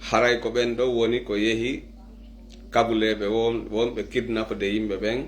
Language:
Pular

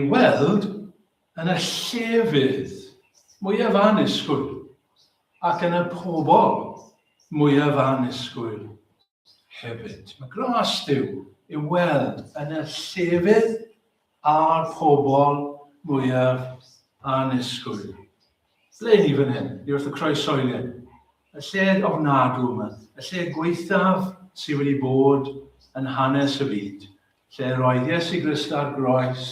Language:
Welsh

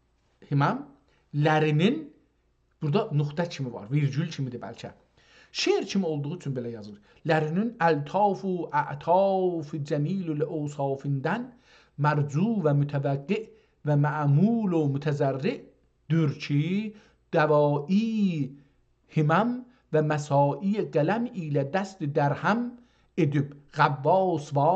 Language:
South Azerbaijani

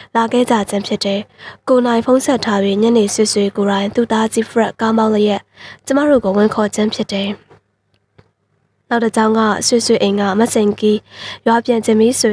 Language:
Burmese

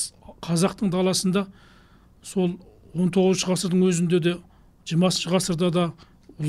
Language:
Kazakh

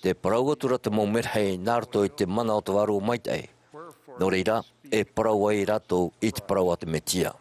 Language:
Tahitian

